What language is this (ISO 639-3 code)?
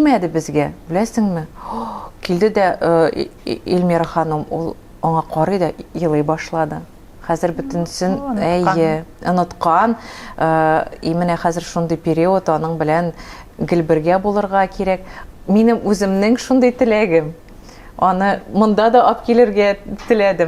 tat